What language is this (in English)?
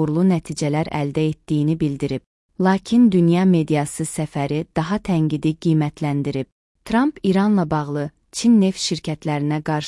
Azerbaijani